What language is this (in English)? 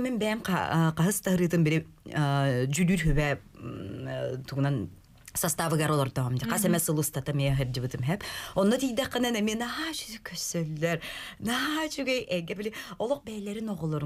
Yakut